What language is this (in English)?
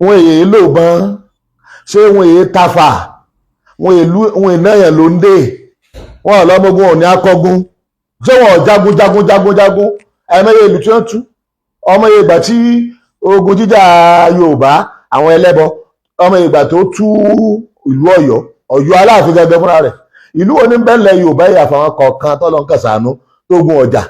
Yoruba